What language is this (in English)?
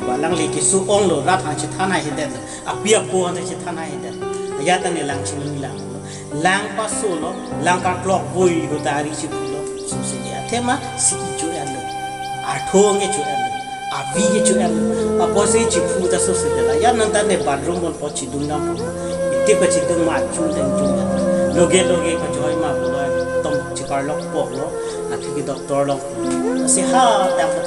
Karbi